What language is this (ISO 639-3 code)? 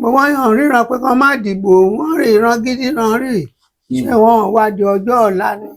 yor